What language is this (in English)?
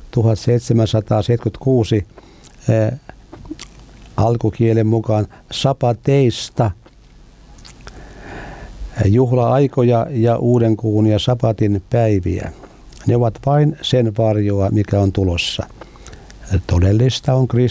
Finnish